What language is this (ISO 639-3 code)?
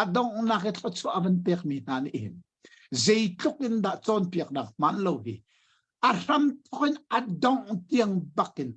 cnh